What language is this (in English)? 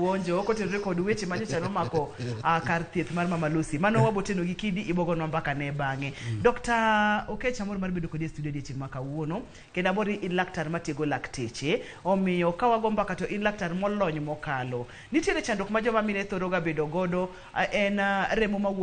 Luo (Kenya and Tanzania)